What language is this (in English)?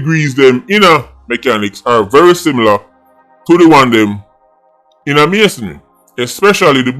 Jamaican Creole English